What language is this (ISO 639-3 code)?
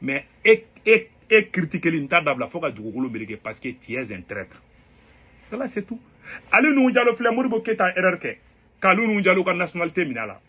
bam